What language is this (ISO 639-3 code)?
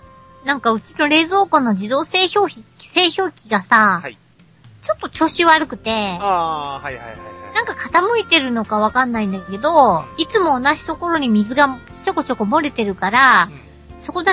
jpn